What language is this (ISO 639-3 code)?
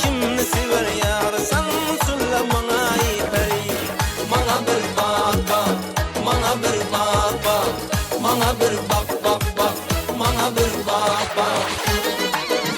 kaa